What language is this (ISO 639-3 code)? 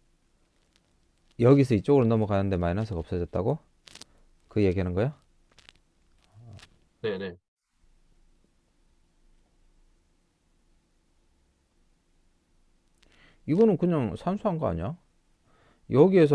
kor